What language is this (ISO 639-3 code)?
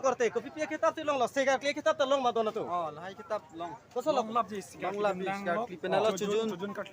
mjw